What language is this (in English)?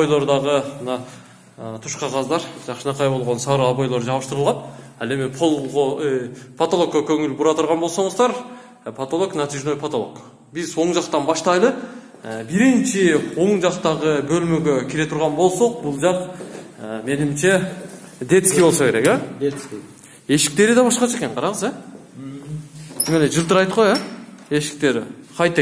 Kyrgyz